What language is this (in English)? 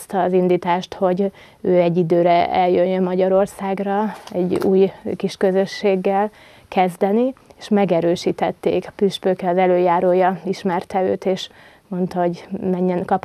Hungarian